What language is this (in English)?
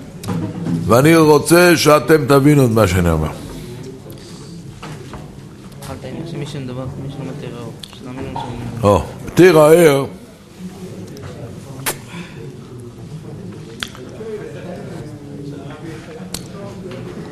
Hebrew